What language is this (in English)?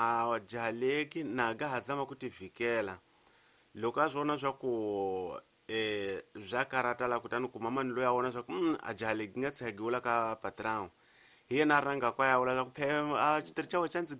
Tsonga